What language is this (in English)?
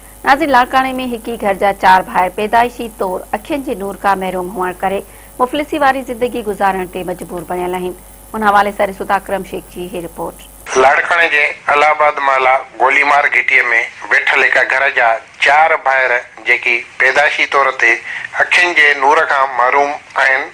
Sindhi